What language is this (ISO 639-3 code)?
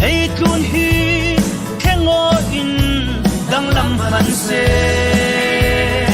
cfm